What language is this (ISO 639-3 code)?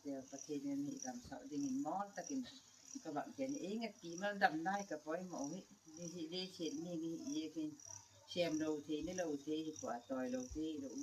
gnb